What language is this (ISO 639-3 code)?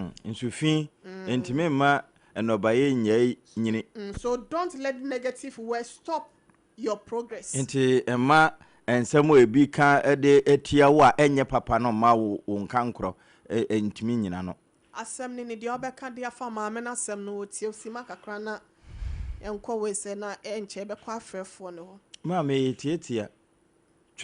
aka